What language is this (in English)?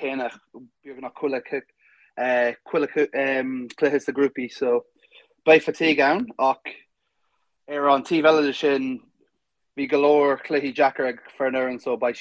Irish